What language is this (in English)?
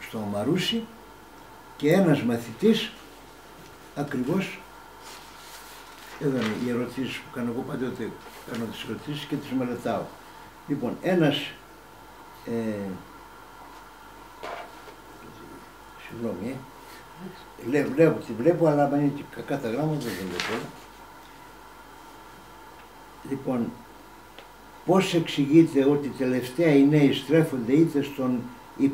Greek